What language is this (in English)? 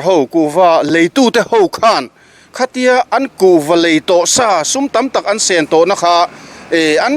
Mizo